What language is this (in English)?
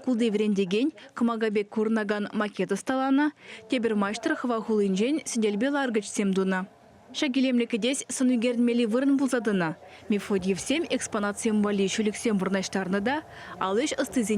Chuvash